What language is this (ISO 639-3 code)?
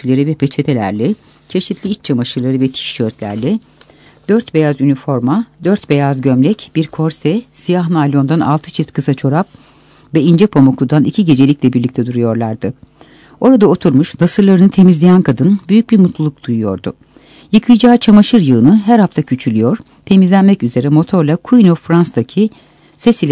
tur